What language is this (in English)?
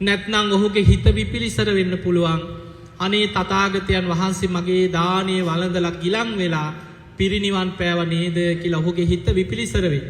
Sinhala